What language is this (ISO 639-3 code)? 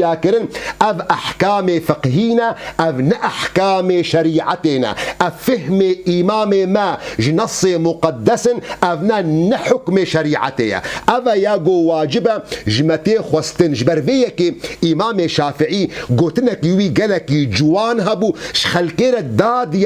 kur